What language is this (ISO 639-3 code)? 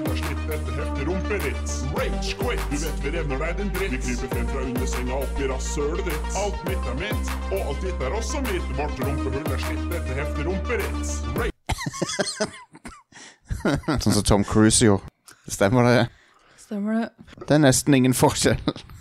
nor